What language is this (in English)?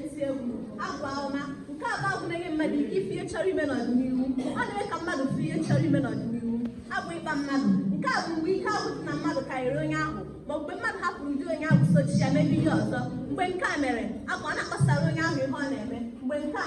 Igbo